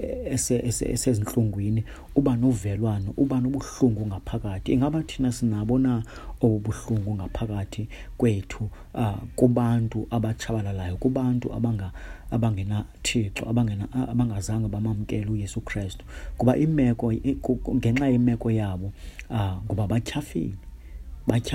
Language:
Xhosa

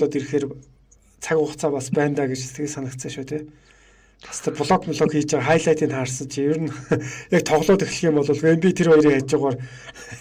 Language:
Mongolian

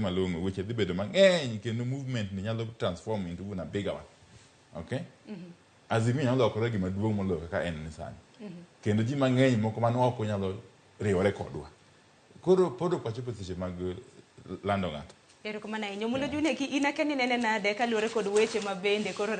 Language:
Luo (Kenya and Tanzania)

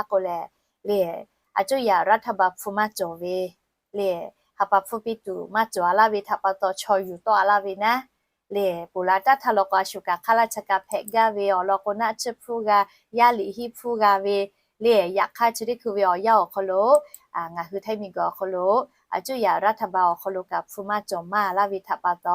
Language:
Lahu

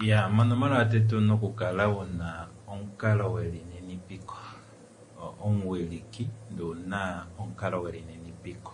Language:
Kuanyama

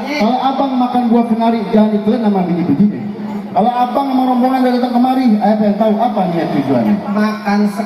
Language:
Betawi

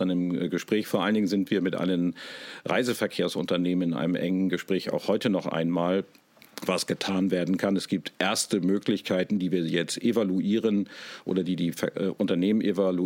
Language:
German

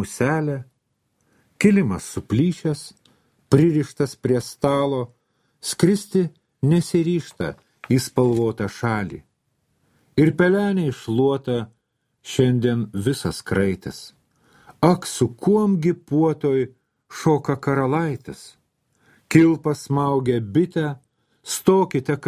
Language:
Lithuanian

